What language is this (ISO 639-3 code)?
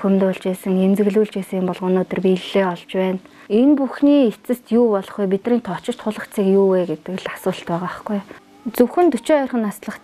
mon